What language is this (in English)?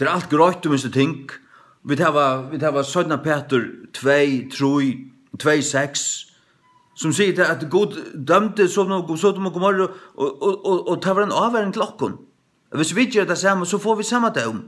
Faroese